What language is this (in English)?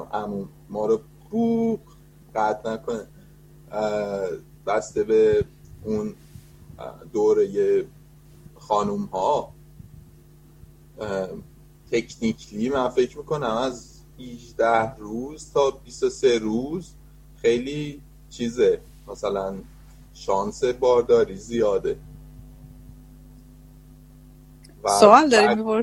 Persian